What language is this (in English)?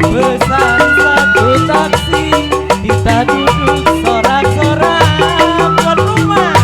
Betawi